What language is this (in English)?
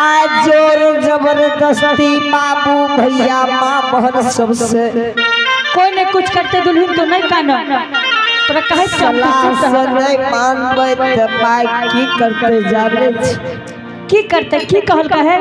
Angika